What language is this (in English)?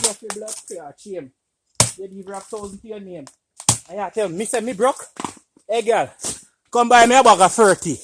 Jamaican Creole English